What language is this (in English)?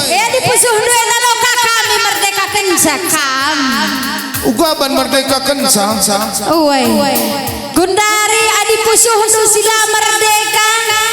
Batak Karo